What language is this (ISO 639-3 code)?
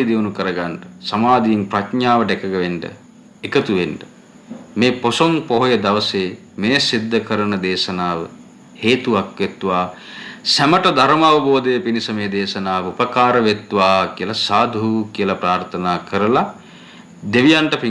sin